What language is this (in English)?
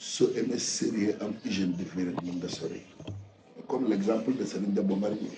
Wolof